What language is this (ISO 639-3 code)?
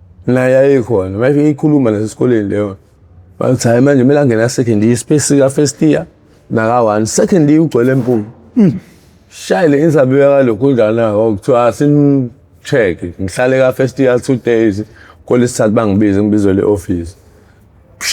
zul